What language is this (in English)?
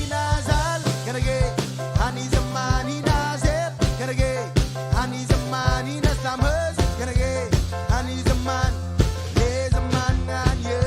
Marshallese